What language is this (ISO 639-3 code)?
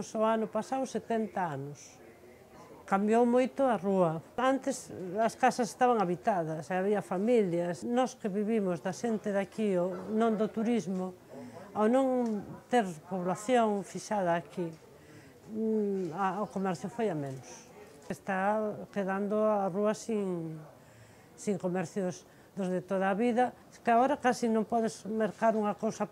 glg